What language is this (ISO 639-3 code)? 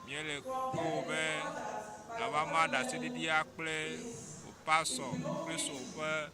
ewe